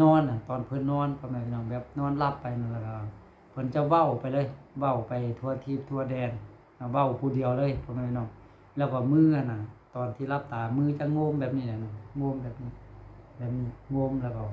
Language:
Lao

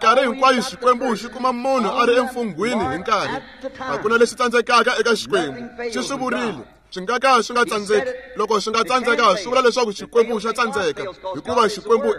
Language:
Tsonga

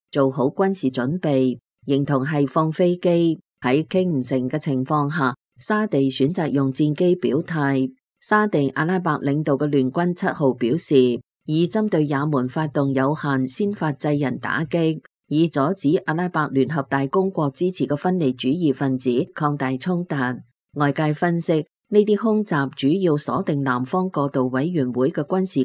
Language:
Cantonese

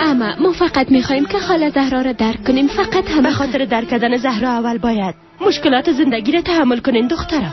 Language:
Persian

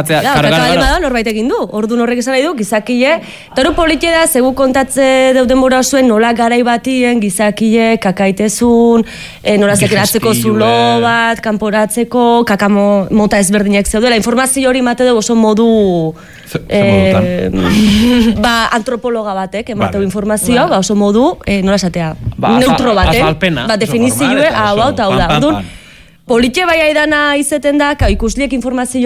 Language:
Basque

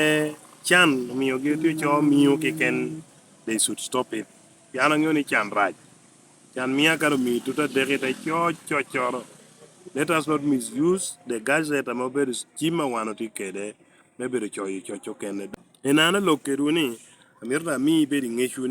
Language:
Lango (Uganda)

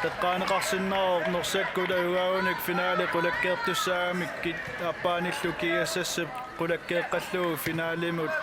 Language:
Kalaallisut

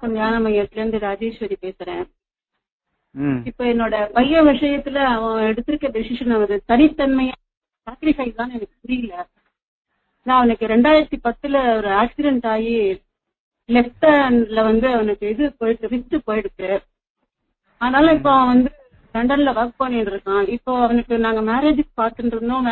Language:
Tamil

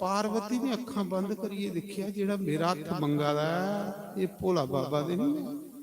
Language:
Dogri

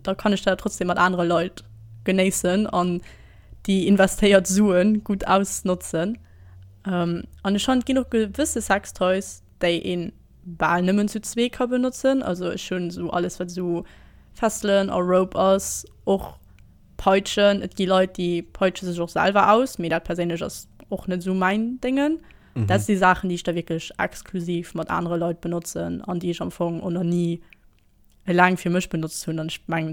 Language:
Luxembourgish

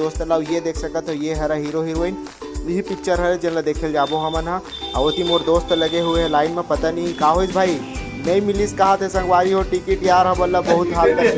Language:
Chhattisgarhi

